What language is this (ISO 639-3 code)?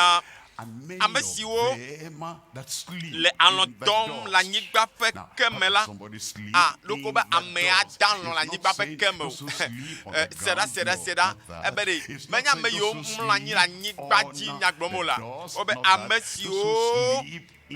ewe